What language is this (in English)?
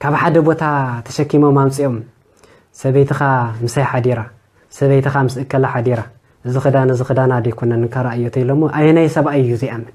Tigrinya